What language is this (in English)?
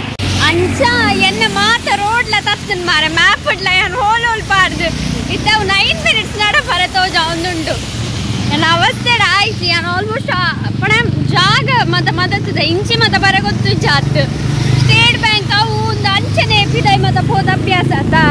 Tulu